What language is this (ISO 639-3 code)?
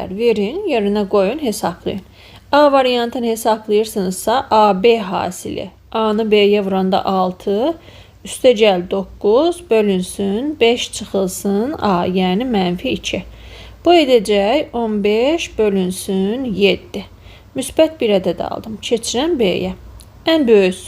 aze